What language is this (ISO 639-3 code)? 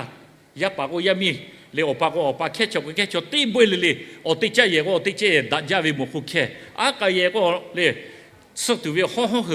lhu